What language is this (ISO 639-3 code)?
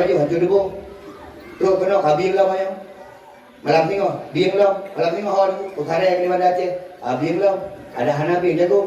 ace